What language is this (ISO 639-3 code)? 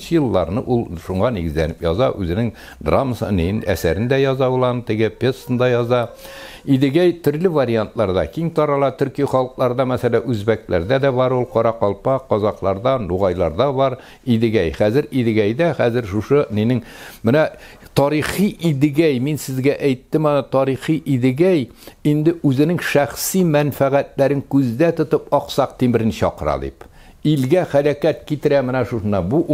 tat